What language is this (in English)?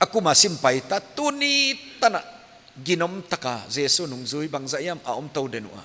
Paite Chin